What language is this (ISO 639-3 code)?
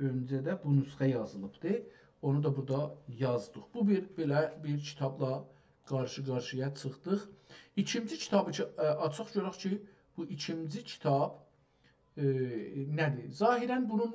azb